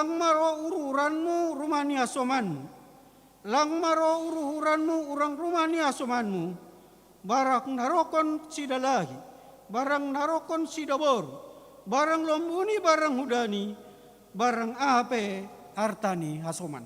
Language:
Batak Simalungun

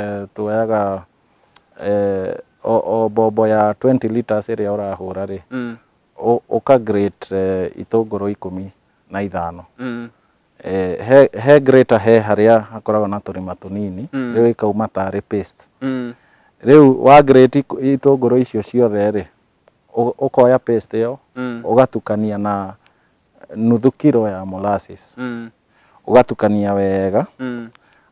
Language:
Kikuyu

